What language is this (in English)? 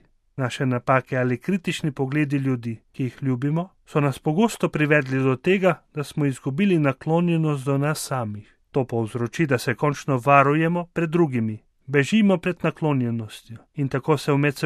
Slovenian